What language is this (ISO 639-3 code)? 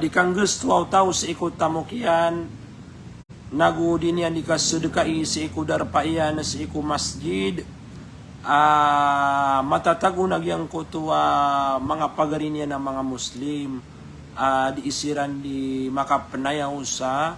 mrw